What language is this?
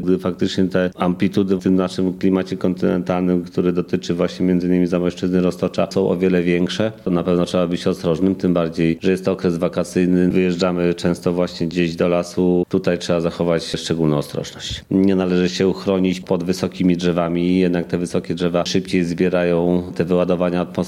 Polish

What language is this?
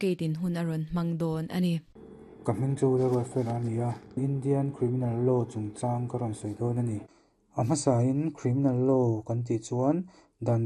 Mizo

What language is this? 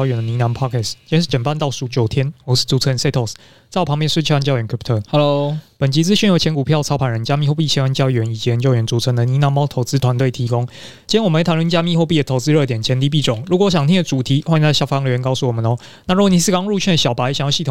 Chinese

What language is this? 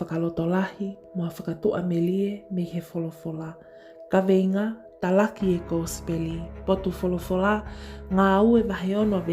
Tongan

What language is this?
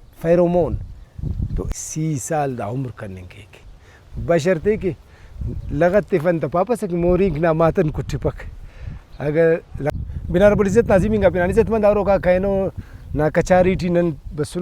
Brahui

